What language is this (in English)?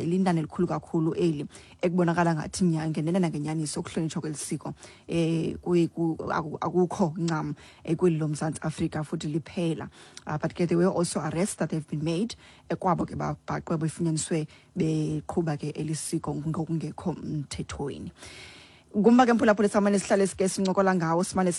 Xhosa